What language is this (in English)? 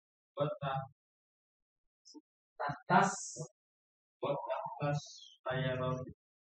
Indonesian